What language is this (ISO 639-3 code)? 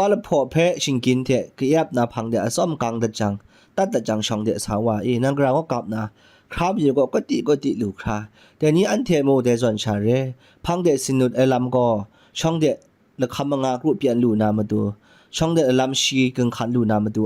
kac